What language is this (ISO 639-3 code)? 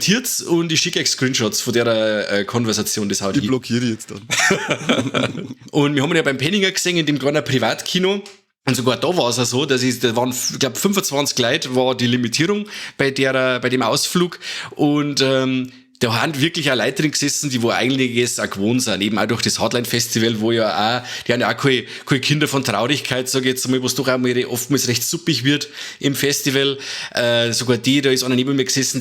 bar